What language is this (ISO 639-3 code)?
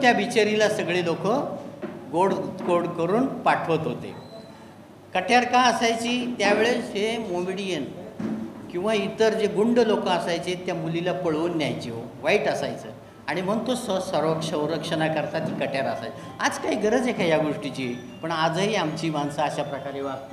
mar